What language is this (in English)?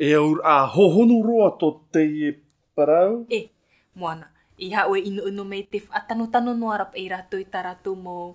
Tahitian